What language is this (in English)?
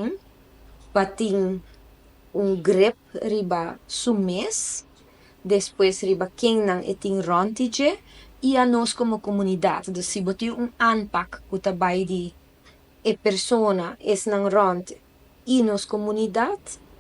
Papiamento